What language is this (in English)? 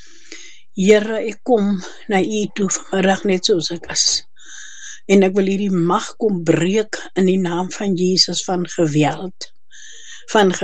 Afrikaans